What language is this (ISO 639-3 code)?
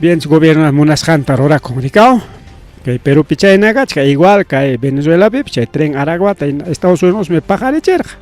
quy